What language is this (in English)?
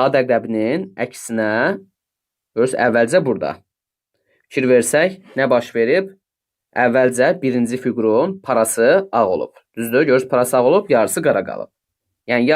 Azerbaijani